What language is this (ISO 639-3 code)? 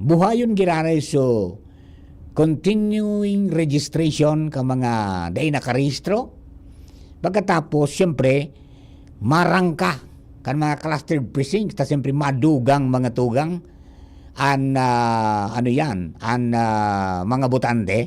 bik